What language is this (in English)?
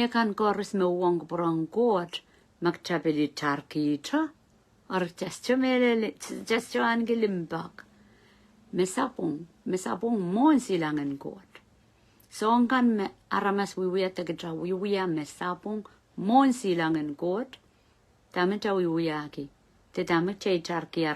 Pohnpeian